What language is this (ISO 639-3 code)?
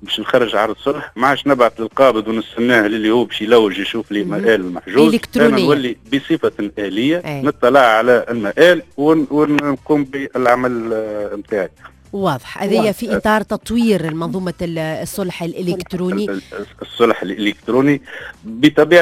aeb